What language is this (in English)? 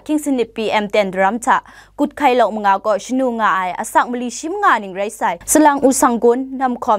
Kachin